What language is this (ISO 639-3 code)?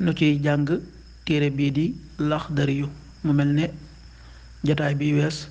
wol